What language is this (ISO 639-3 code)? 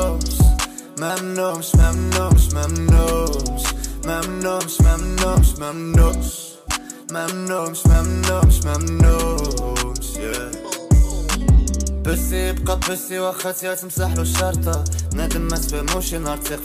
arq